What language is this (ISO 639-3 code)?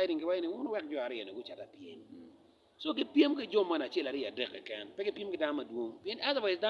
ach